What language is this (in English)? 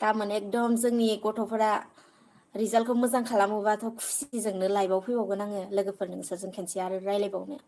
Bodo